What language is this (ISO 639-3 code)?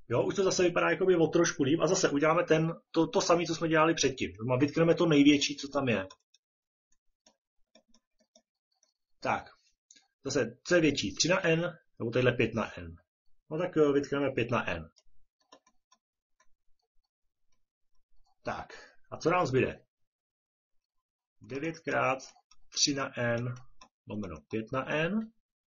ces